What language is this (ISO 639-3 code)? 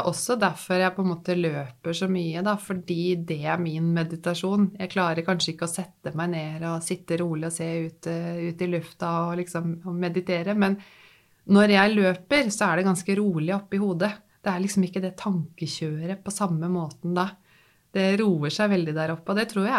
nor